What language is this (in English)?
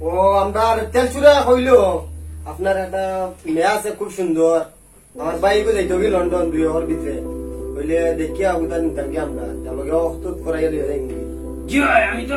Sylheti